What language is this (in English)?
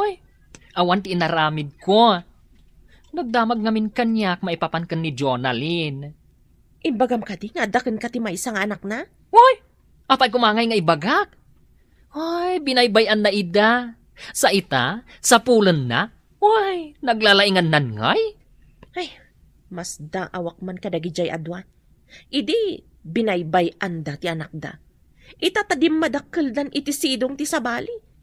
Iloko